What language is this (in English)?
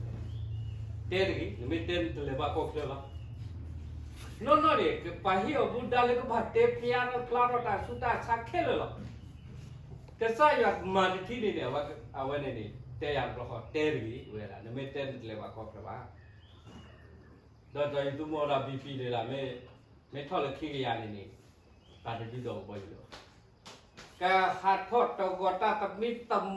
S'gaw Karen